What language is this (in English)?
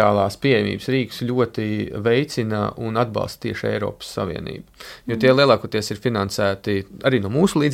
Latvian